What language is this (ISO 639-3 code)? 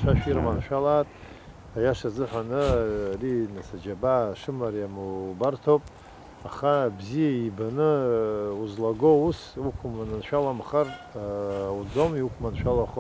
abk